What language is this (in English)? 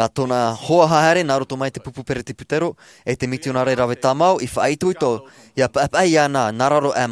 Tahitian